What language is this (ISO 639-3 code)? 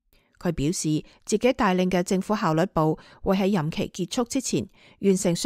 yue